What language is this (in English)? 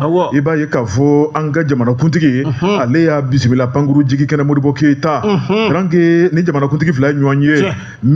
Bambara